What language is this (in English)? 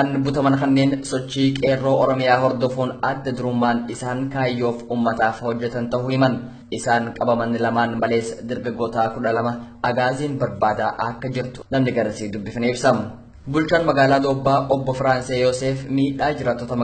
Oromo